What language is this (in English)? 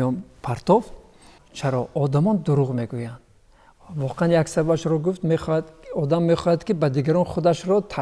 Tajik